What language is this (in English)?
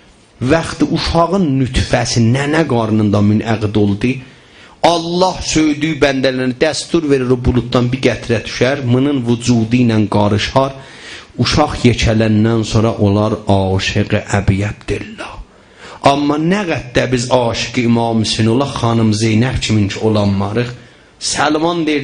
South Azerbaijani